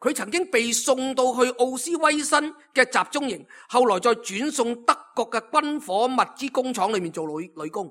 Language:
Cantonese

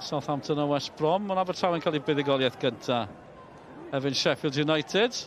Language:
Welsh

